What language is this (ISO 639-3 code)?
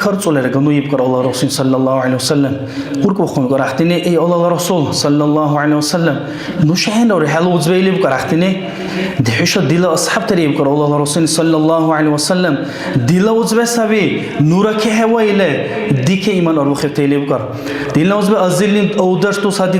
dar